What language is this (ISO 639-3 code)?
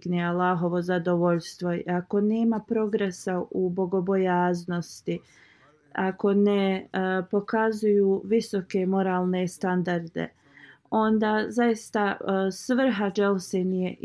bos